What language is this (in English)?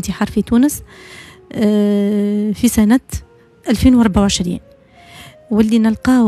Tunisian Arabic